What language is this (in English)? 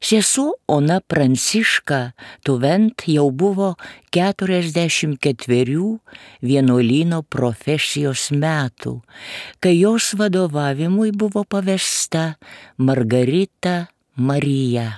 Lithuanian